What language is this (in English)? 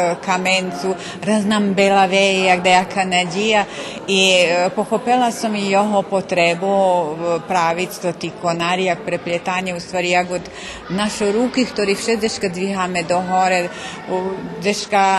Rusyn